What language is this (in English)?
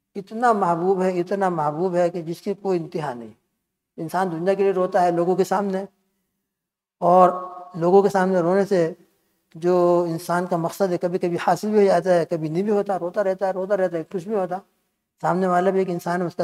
Urdu